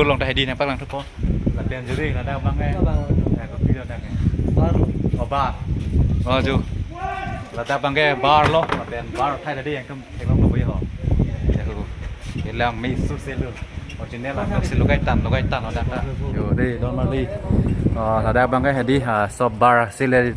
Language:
Karbi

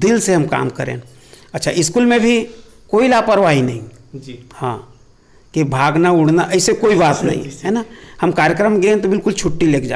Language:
Chhattisgarhi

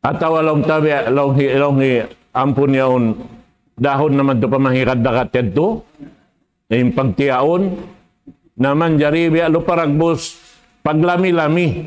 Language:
Tausug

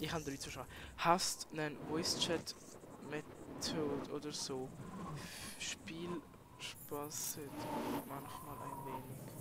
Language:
Swiss German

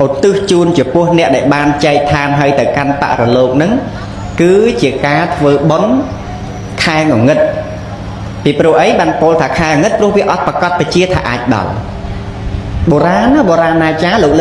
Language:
Khmer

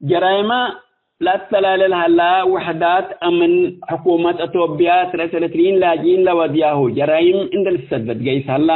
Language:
Tigre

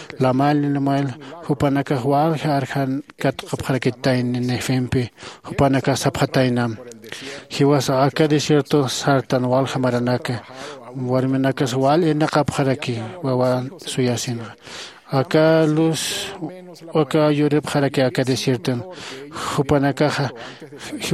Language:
Aymara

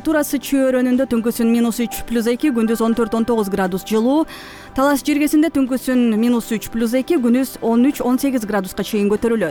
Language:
Kyrgyz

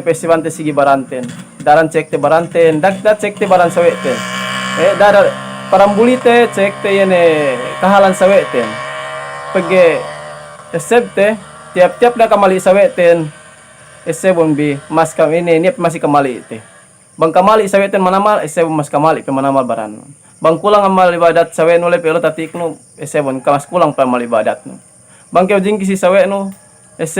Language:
Yakan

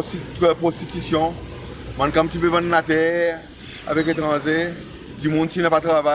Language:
Seselwa Creole French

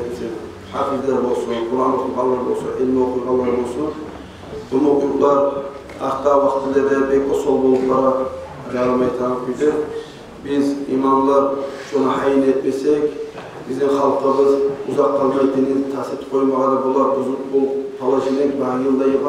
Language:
Kumyk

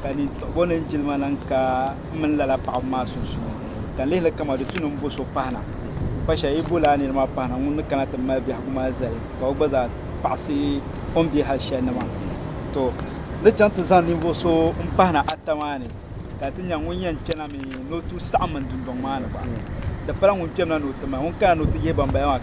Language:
Dagbani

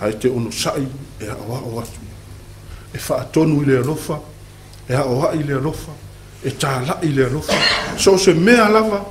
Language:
Samoan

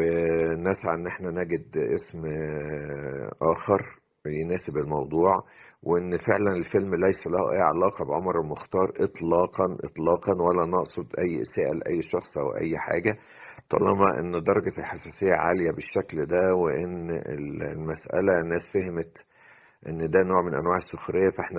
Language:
Egyptian Arabic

